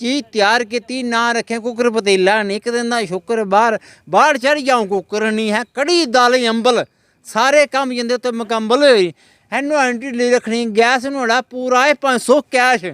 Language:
Dogri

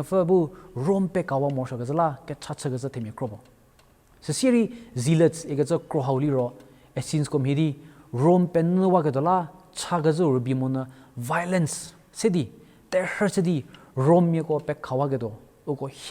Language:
Angami Naga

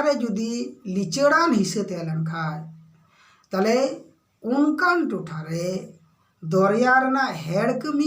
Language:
Santali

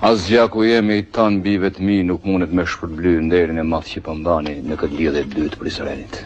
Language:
Albanian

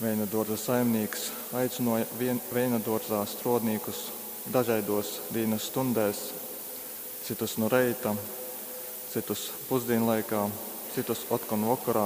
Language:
Latgalian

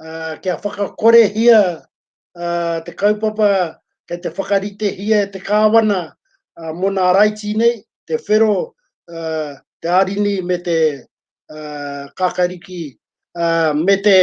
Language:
Māori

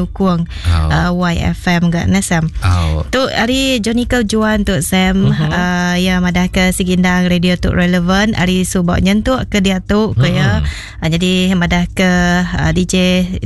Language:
Iban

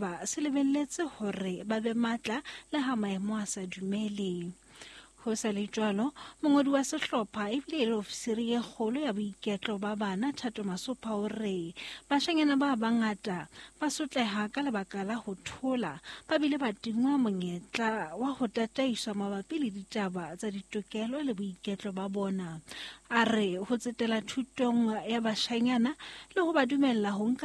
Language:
Southern Sotho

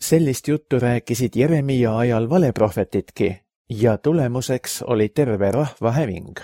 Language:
Estonian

